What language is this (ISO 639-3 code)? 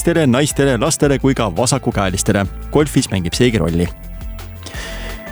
est